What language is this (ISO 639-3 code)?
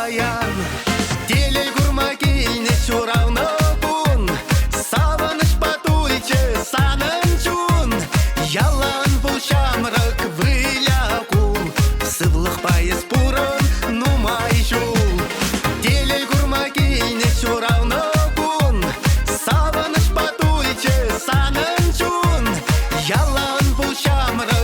chv